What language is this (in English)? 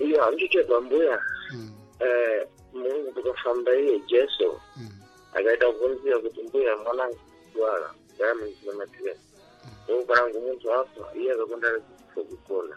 Sena